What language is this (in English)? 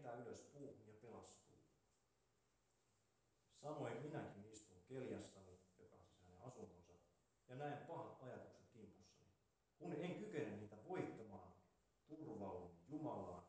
Finnish